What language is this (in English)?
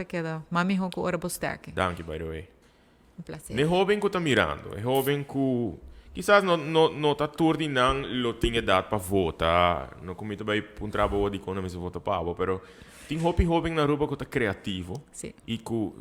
Papiamento